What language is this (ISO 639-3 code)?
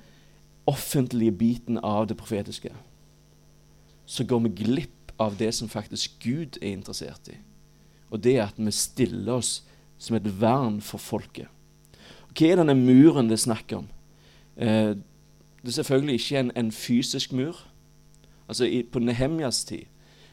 nor